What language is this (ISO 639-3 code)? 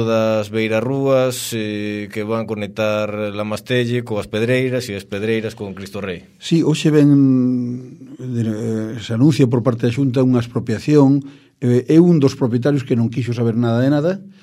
glg